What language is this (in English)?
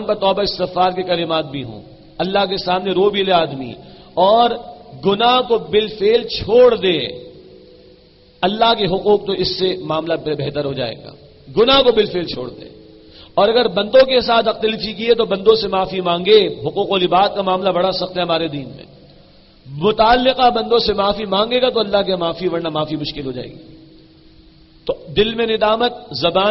Urdu